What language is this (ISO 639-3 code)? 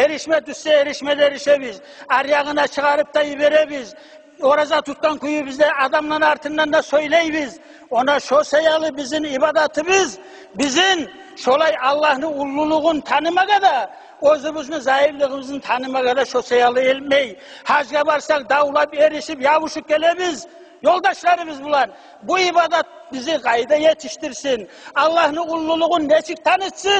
kum